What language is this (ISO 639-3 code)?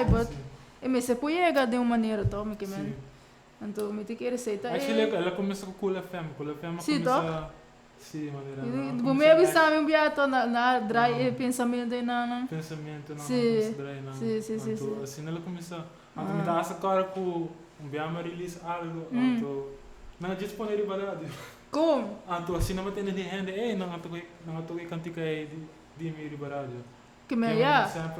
pap